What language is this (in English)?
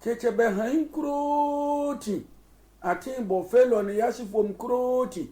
Sehwi